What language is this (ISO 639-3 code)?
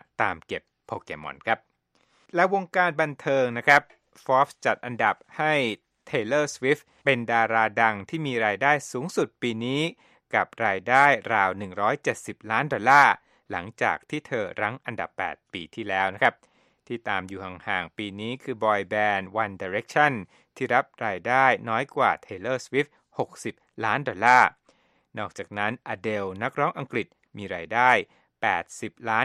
tha